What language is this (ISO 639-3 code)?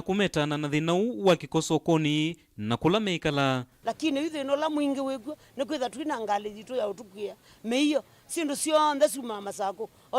kam